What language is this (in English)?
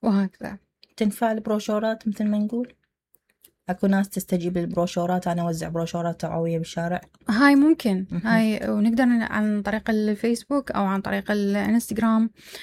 Mesopotamian Arabic